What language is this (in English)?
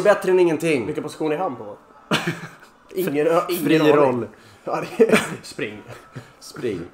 Swedish